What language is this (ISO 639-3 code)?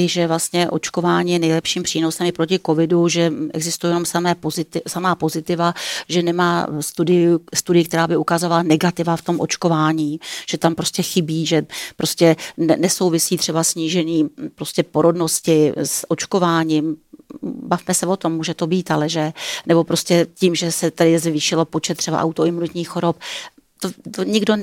ces